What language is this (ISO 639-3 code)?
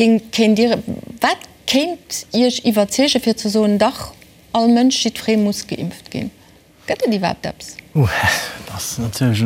ltz